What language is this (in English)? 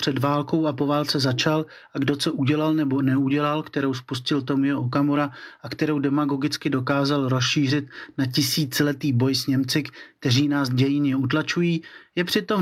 Czech